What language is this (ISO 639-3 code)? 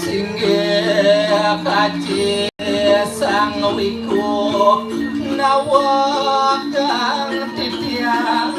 ban